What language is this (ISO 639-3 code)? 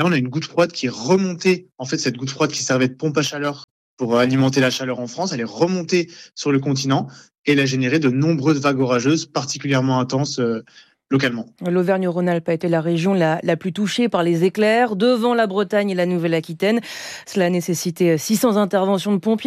fra